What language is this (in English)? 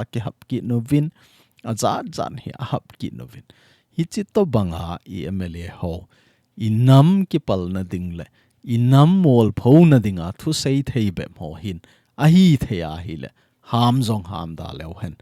Thado Chin